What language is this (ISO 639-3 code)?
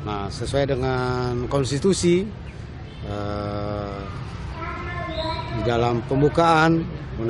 ind